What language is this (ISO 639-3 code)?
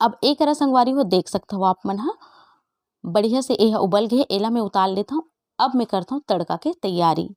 hne